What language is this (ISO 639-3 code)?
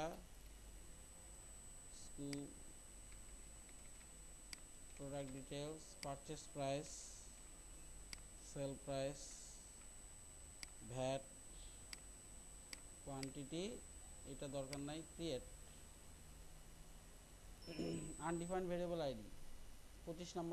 ben